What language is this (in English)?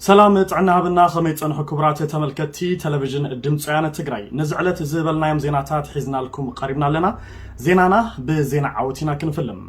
Tigrinya